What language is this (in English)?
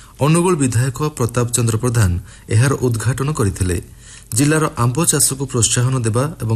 Odia